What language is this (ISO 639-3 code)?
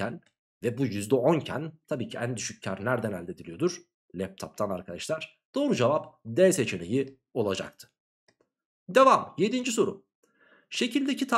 tur